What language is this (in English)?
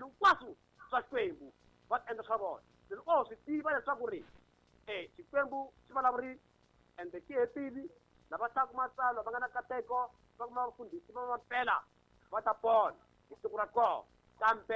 Tsonga